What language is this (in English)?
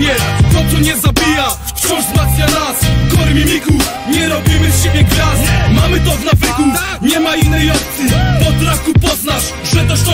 Polish